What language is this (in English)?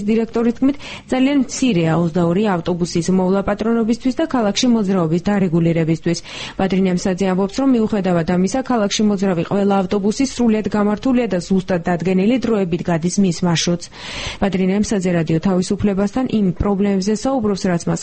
Georgian